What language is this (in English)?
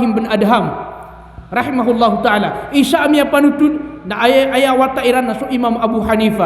Maranao